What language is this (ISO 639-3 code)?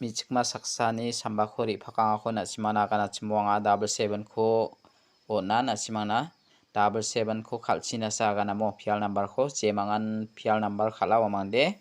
grt